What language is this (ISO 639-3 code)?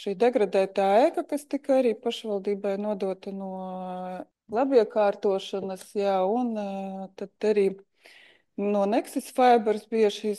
lav